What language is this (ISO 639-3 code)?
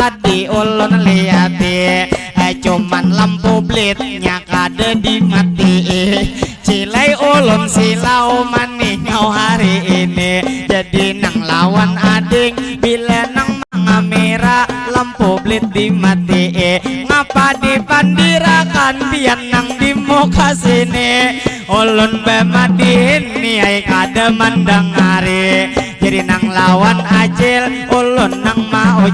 bjn